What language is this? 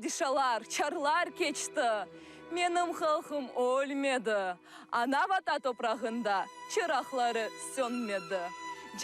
Crimean Tatar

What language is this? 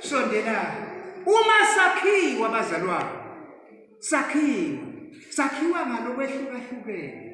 Swati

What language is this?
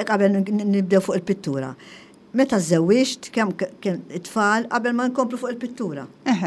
Maltese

